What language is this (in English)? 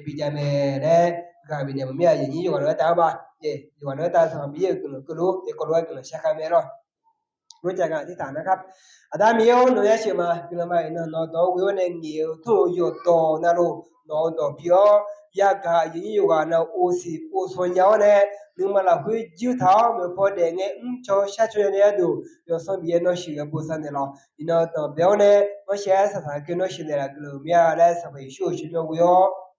Akha